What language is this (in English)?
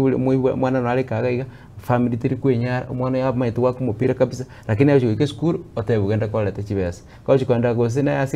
Gusii